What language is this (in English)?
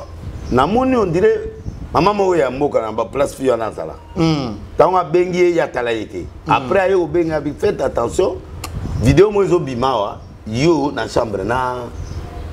Lingala